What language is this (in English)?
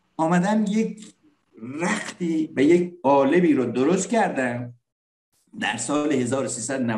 Persian